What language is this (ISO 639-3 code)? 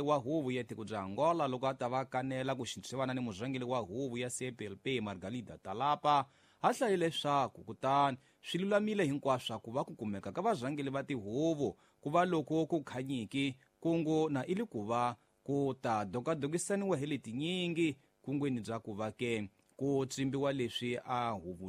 tso